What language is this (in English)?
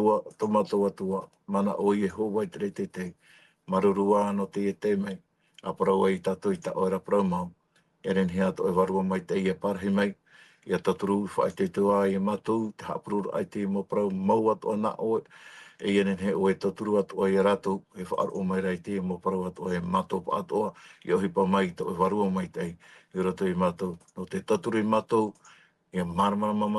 Tahitian